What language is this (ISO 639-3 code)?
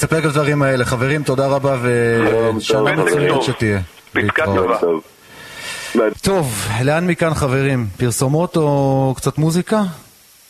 heb